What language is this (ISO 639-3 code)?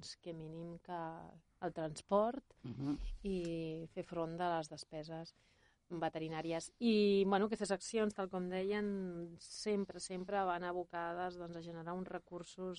cat